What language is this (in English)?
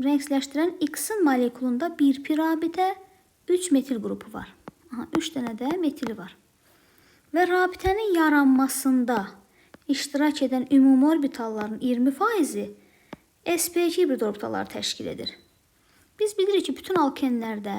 Azerbaijani